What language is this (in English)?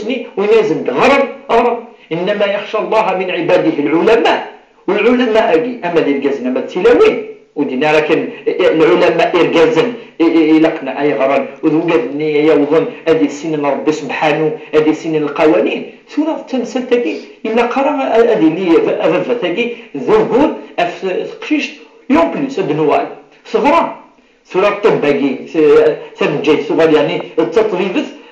Kabyle